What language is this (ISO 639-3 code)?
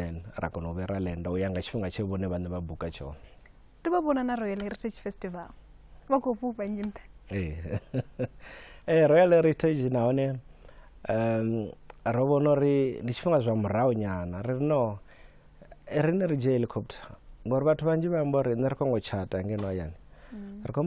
ven